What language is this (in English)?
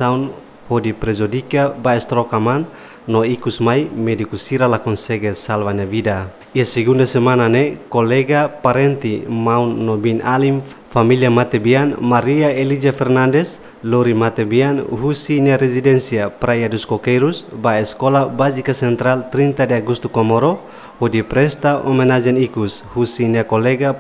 Tetum